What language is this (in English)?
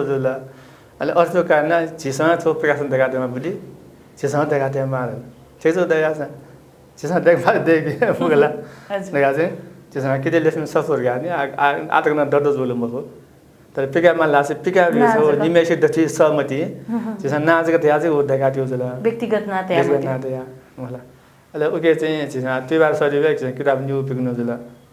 Newari